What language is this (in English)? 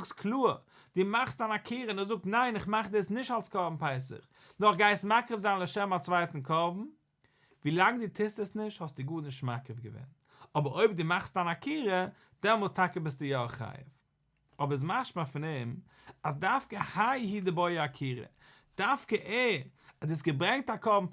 Yiddish